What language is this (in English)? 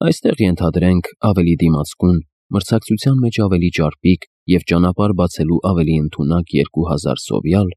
Armenian